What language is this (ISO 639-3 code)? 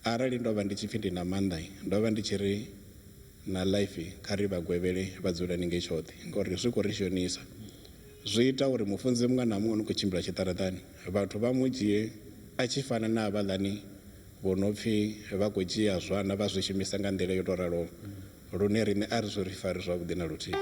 ven